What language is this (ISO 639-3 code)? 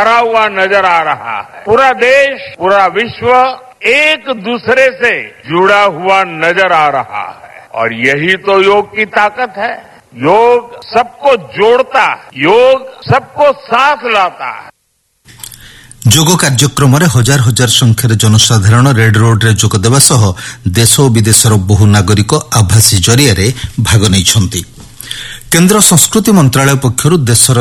ori